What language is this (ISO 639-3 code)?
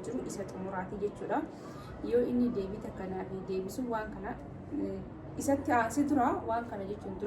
orm